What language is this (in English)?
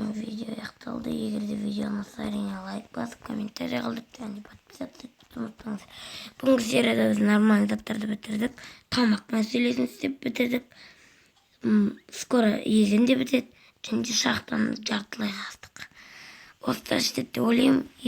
Kazakh